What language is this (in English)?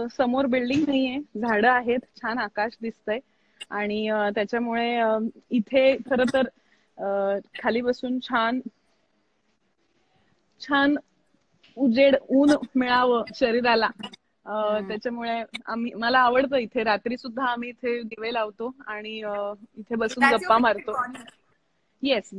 Marathi